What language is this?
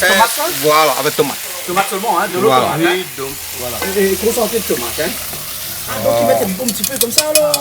Réunion Creole French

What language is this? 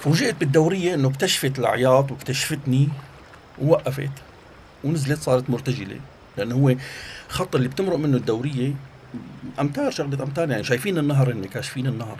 North Levantine Arabic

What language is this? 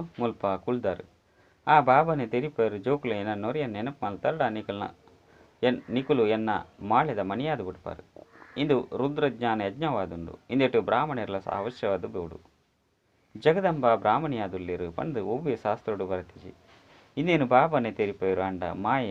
Tulu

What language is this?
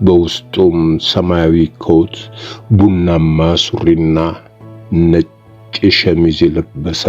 Amharic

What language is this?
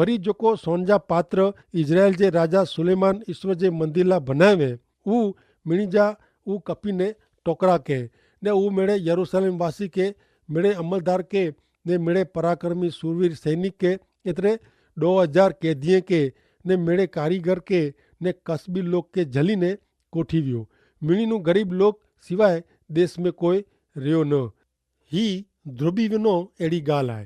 Kachhi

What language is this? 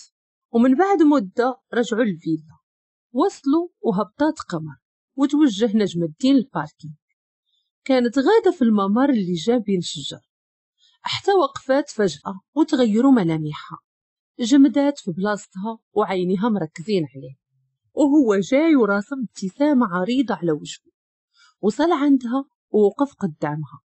Moroccan Arabic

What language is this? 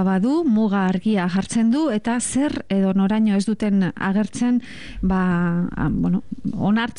Basque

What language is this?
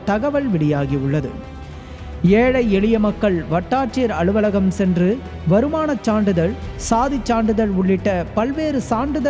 Tamil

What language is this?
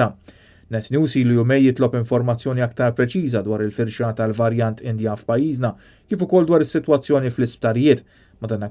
Maltese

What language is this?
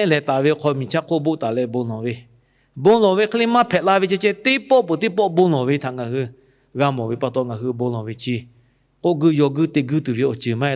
Lahu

